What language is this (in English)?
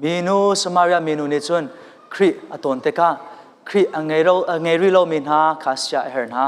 Hakha Chin